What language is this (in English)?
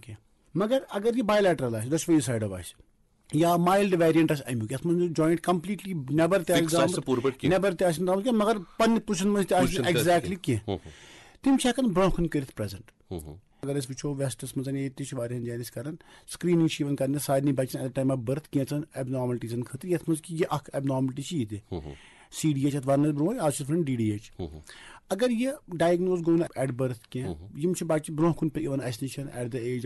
Kashmiri